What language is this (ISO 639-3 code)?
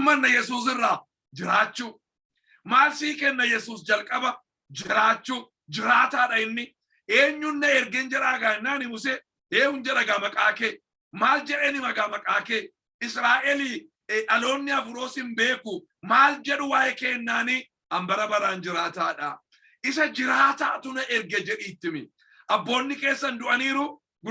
orm